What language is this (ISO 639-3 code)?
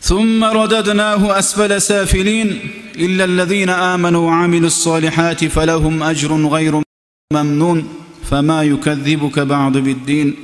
kum